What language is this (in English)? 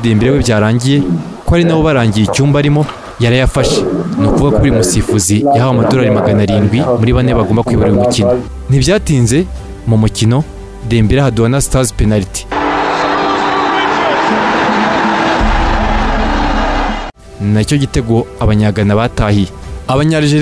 Kinyarwanda